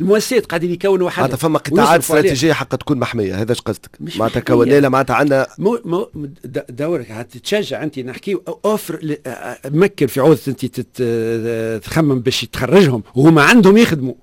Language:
Tunisian Arabic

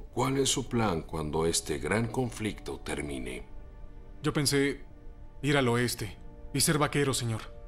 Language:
Spanish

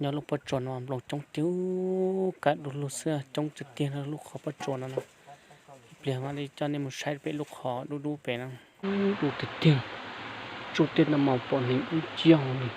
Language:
Hmong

